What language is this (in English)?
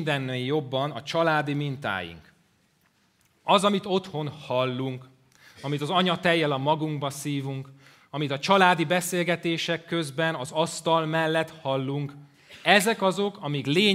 Hungarian